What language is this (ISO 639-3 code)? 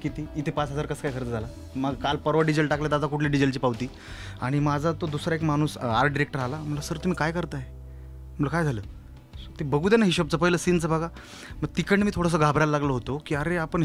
mar